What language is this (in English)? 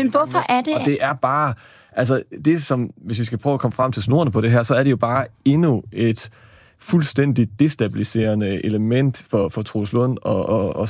Danish